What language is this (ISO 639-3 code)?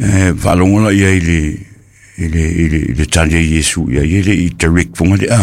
smo